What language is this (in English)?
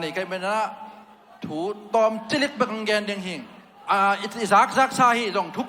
Tedim Chin